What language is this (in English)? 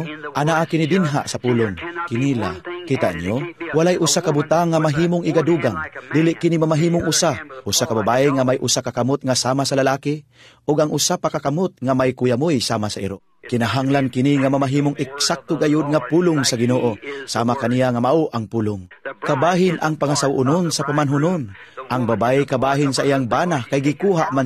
Cebuano